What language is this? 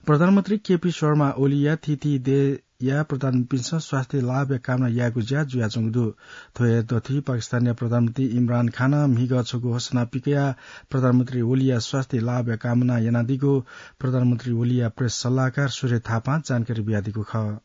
Newari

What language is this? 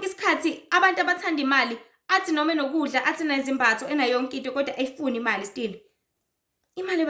Zulu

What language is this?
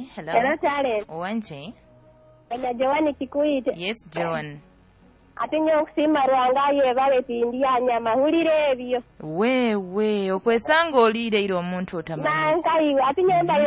Nyoro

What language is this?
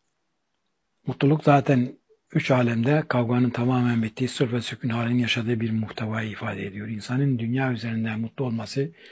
Turkish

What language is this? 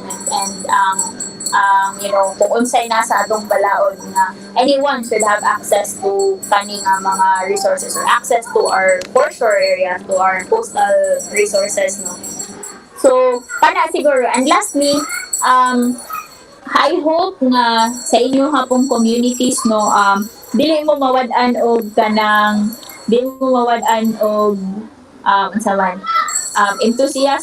Cebuano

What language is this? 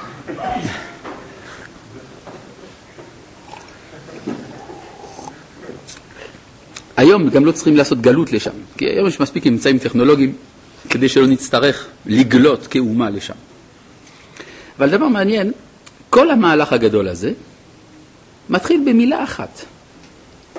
Hebrew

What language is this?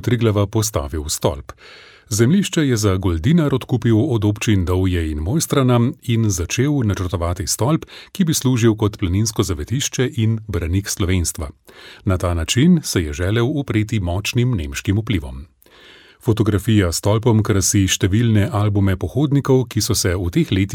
Slovenian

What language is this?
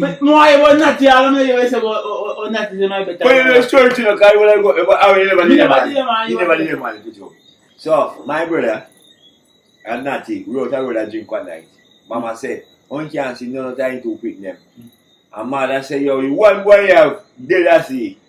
Jamaican Creole English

